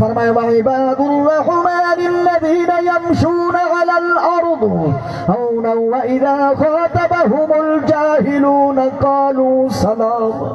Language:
Saraiki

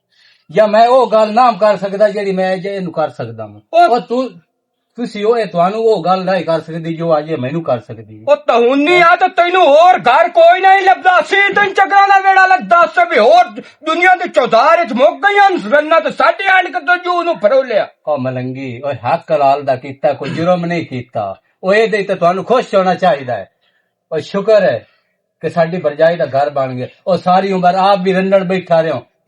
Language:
Western Panjabi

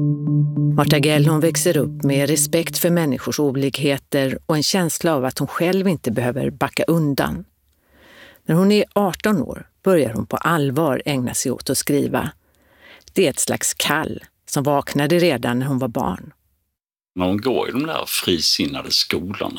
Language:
Swedish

